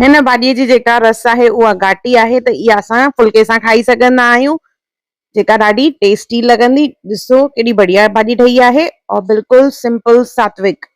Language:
Sindhi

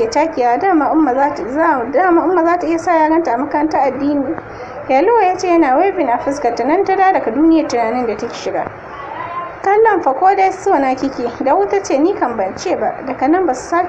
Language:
Hausa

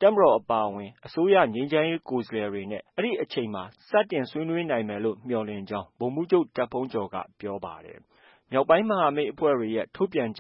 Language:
Burmese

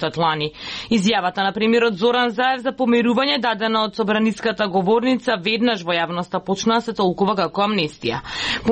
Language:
Macedonian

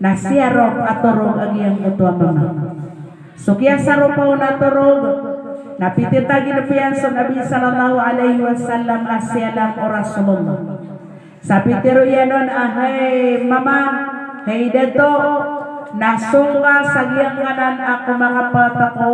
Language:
Maranao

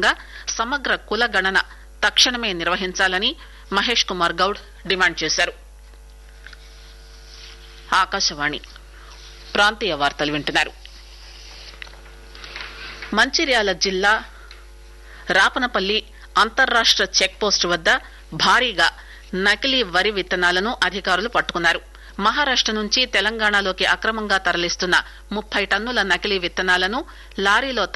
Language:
Telugu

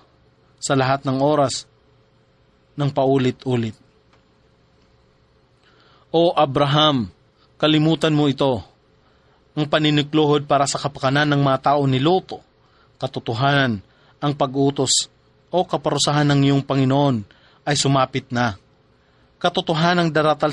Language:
Filipino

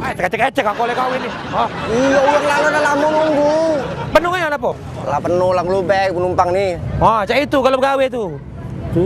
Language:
Musi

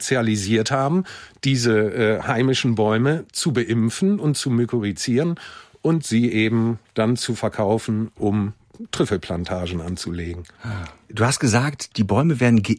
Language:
German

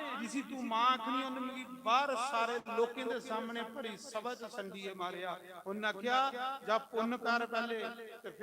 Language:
Dogri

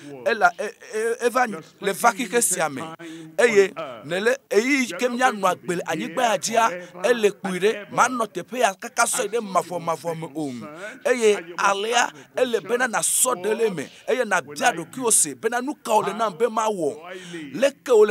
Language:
Ewe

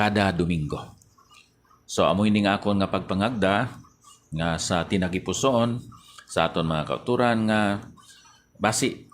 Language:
Hiligaynon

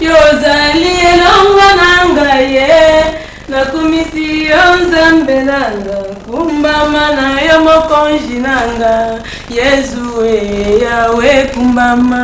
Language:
Lingala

